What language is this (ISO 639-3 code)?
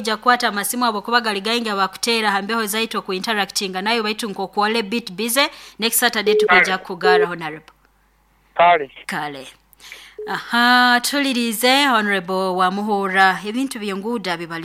nyo